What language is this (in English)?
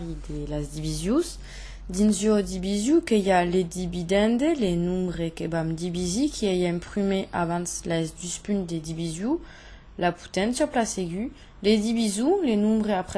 Occitan